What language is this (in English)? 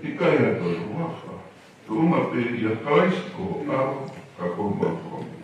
Tongan